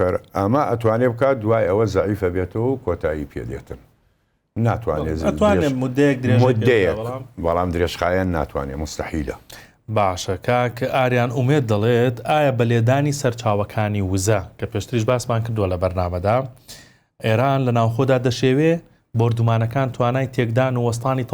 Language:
Central Kurdish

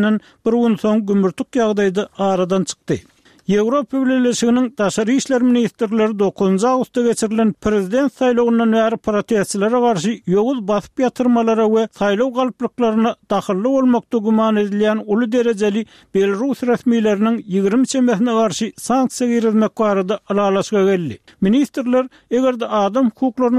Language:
Turkmen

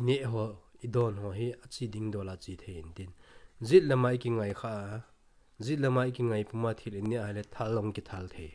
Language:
Thado Chin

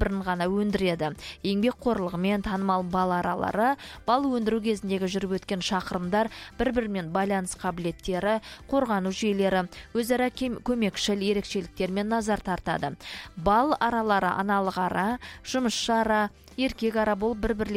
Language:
Kazakh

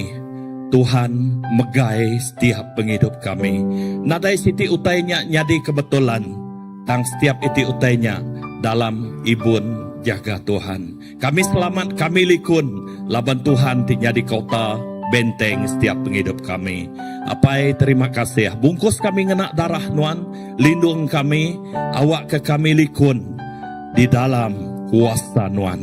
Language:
Iban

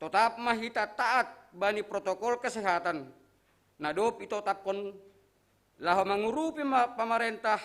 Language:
Batak Simalungun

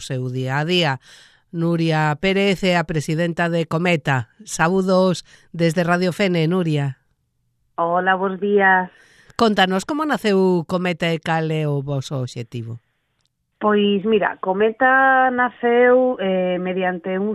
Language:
Galician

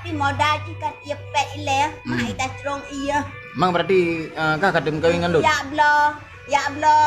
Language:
Achinese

